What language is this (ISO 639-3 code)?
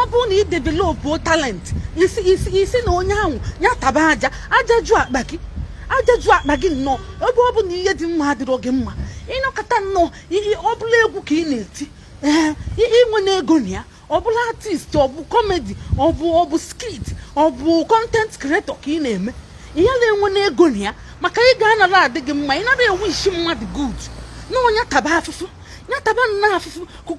ibo